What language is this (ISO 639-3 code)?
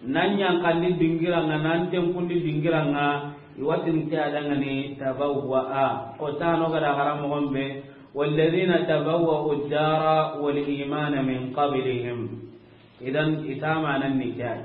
snk